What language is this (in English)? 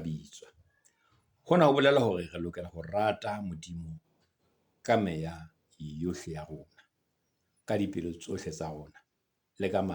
Southern Sotho